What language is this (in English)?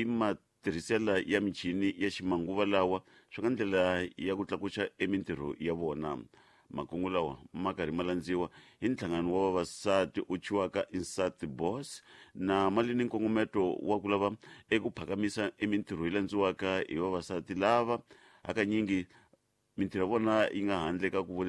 Tsonga